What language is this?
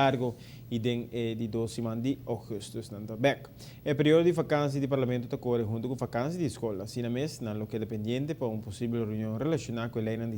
Papiamento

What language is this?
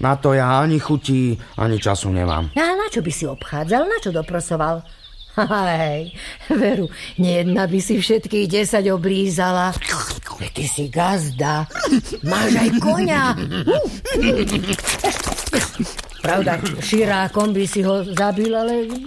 Slovak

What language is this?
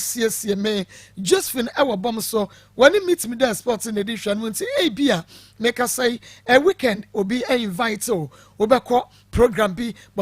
Akan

